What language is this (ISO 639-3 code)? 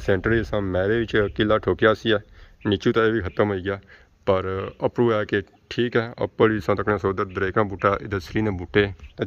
phr